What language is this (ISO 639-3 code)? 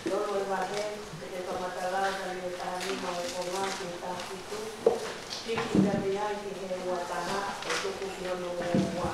ton